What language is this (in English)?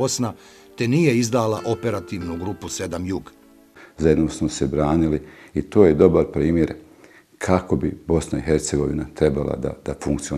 Bosnian